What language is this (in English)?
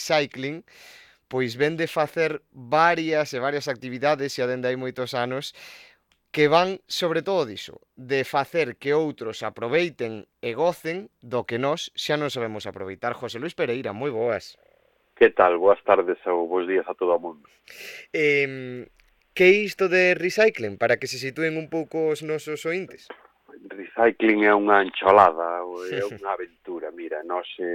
Galician